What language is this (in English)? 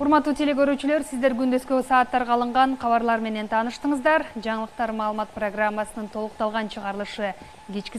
Kyrgyz